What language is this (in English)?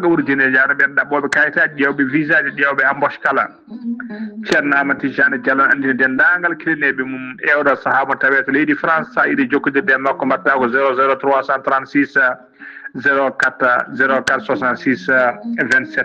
Fula